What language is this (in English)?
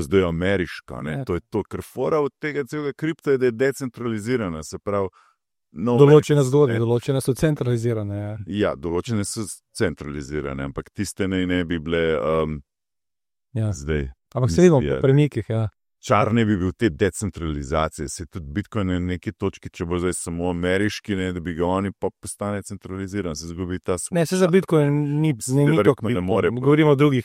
Slovenian